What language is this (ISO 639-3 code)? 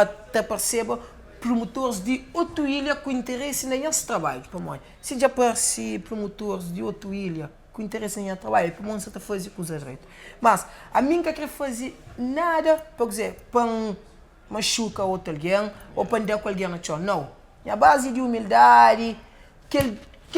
kea